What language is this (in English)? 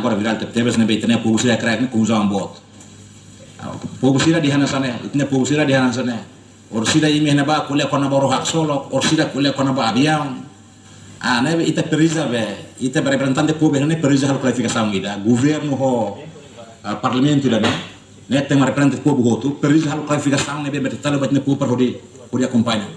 Tetum